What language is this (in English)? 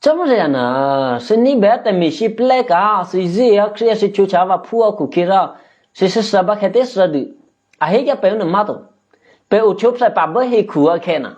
Eastern Kayah